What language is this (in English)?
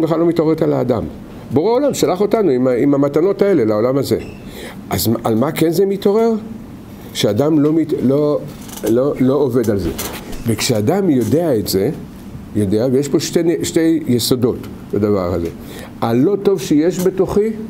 Hebrew